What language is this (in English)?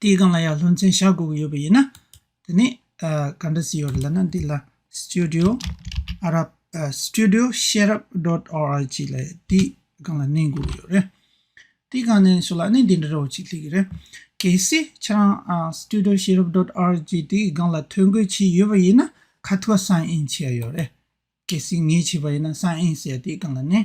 Tibetan